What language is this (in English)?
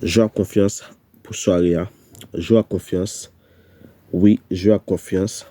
Haitian Creole